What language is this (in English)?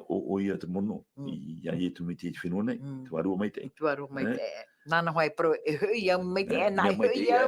Tahitian